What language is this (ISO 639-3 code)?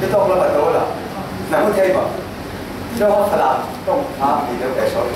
cfm